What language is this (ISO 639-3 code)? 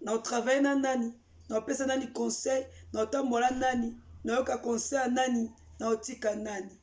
lin